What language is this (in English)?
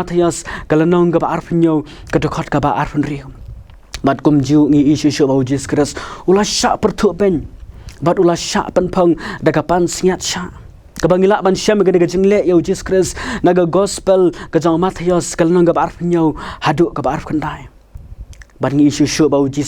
Khasi